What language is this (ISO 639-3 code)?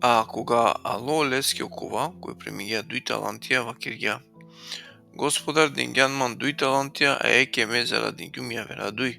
rmn